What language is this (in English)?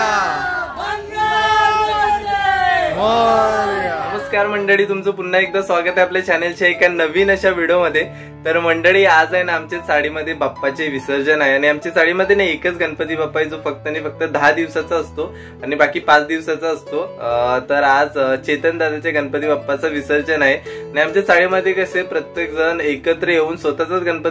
Marathi